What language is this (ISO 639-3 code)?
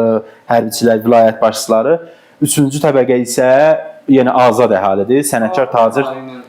aze